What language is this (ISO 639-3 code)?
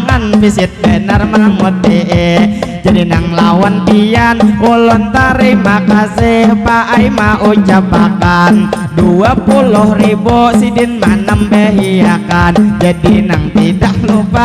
bjn